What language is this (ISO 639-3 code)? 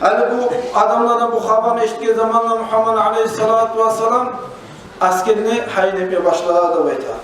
kum